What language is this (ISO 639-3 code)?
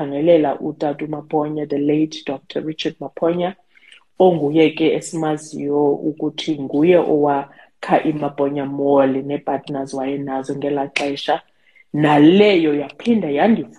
xho